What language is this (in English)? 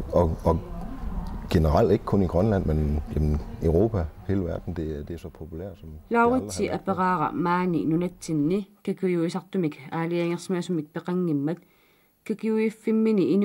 Kalaallisut